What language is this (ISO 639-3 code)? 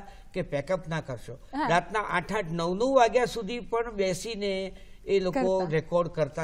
guj